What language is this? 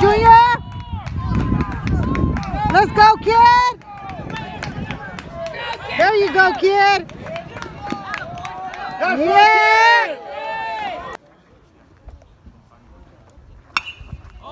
English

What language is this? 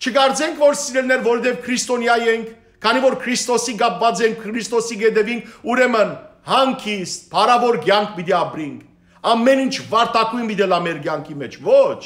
Western Armenian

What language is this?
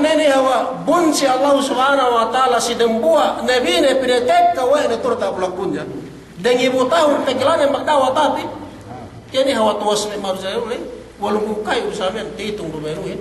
Yakan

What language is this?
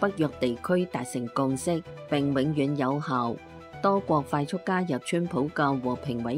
Cantonese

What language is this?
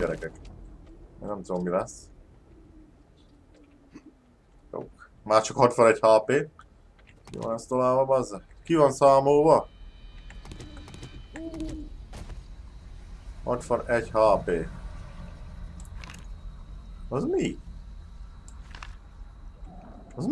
Hungarian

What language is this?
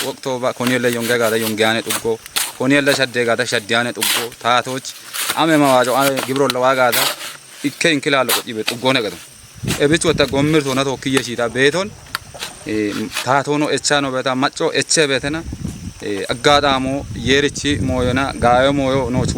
Kafa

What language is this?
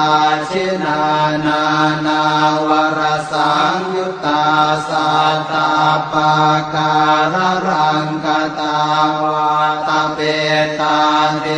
Pali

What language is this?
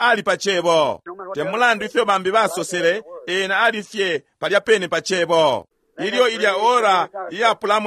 Bemba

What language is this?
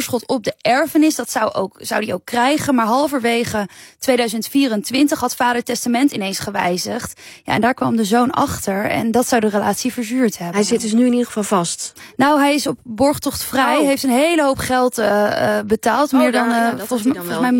Dutch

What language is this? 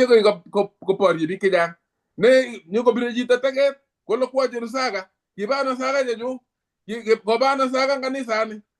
Kalenjin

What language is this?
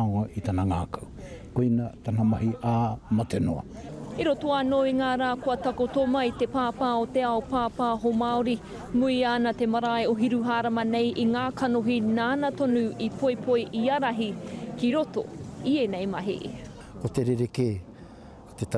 Māori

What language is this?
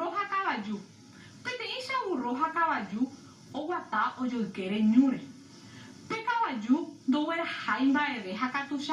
Guarani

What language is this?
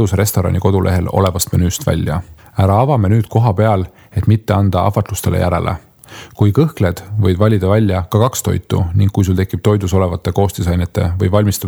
Estonian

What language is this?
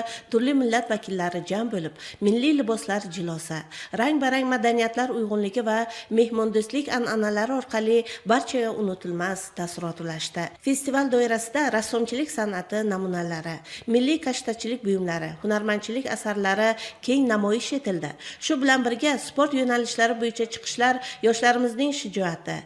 Uzbek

